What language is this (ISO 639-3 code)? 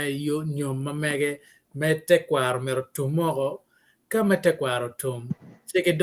ach